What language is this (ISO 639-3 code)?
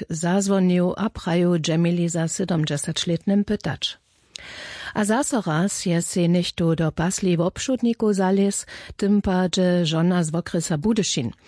hsb